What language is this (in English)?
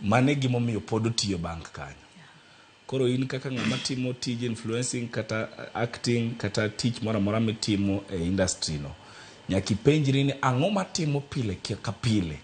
Luo (Kenya and Tanzania)